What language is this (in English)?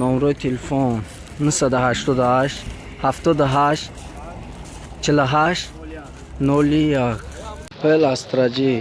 Tajik